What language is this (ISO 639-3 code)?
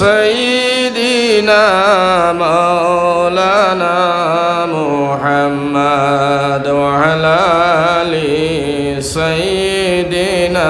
syl